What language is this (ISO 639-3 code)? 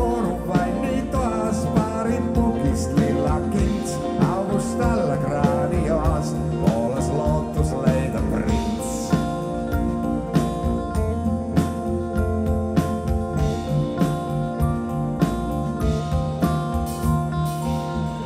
est